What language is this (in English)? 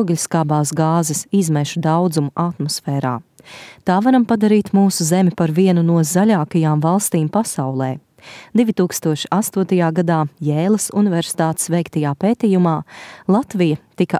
Latvian